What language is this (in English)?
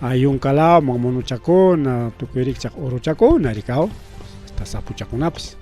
Ayacucho Quechua